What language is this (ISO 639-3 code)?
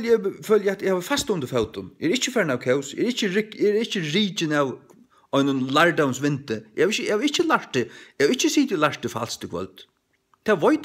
fao